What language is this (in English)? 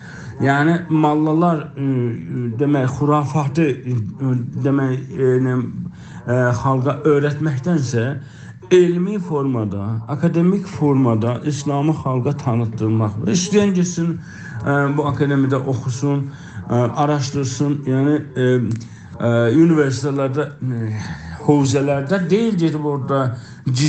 South Azerbaijani